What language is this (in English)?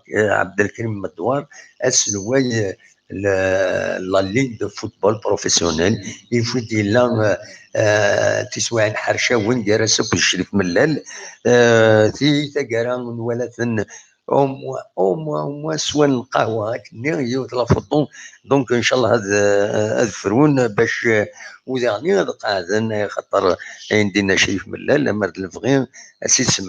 Kabyle